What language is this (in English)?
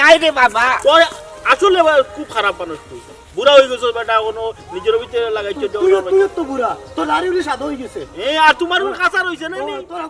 Sylheti